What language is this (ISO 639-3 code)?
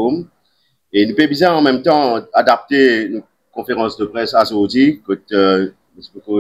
mfe